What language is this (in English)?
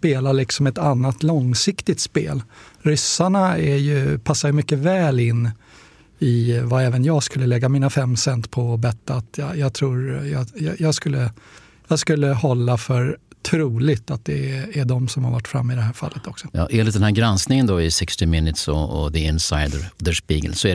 Swedish